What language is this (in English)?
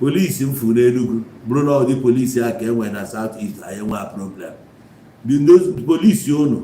Igbo